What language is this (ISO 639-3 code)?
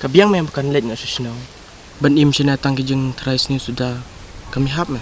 kha